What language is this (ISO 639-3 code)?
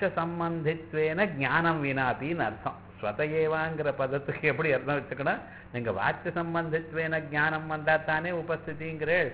tam